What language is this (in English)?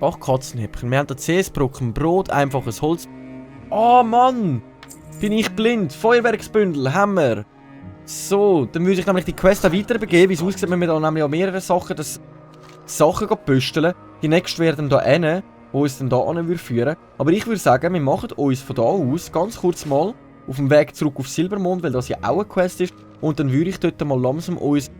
Swiss German